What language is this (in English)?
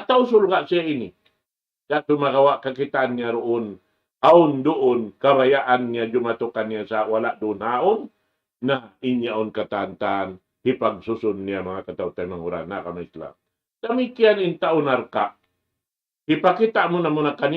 Tausug